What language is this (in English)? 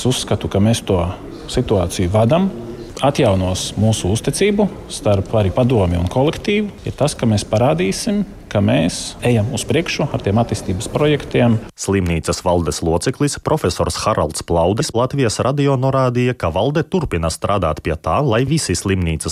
Latvian